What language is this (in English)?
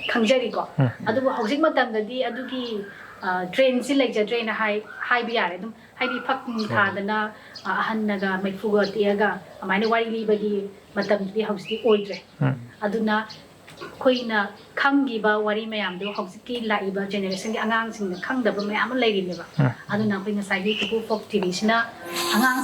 Manipuri